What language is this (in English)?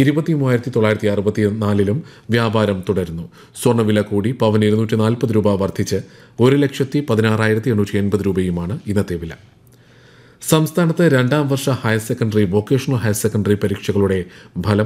Malayalam